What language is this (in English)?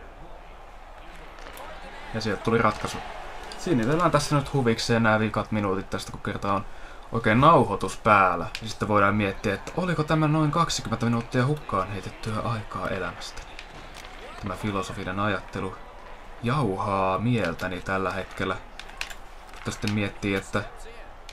Finnish